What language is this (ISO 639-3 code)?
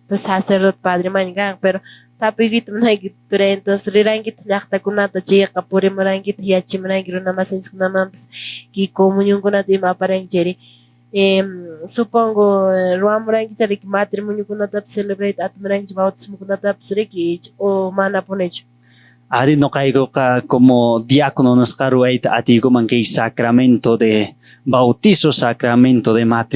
que